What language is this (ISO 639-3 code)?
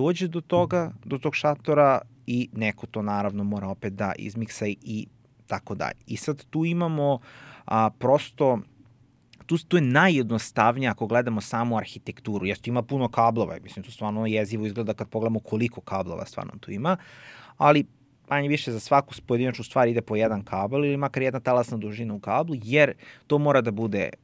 srp